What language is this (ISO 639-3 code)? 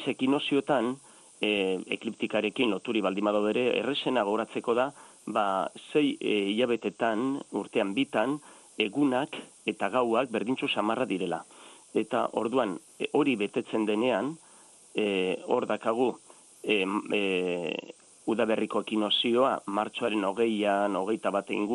eus